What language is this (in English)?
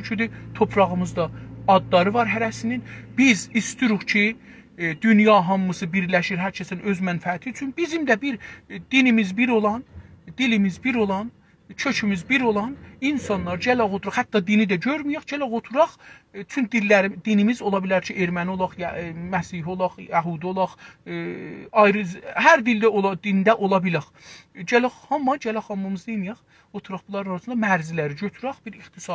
South Azerbaijani